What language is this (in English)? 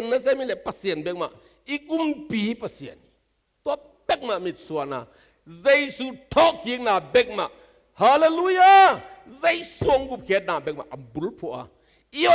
Tedim Chin